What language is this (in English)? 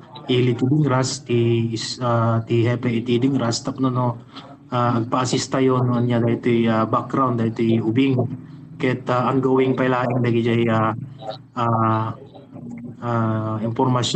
Iloko